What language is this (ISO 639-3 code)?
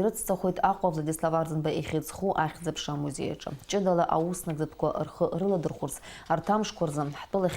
abk